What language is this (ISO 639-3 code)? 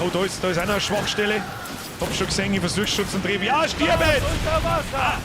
bar